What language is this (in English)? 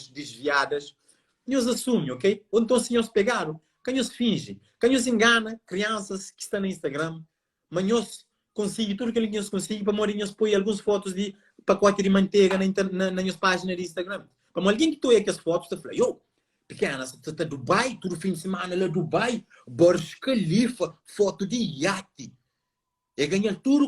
Kabuverdianu